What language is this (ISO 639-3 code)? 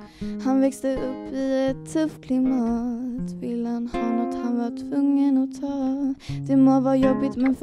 swe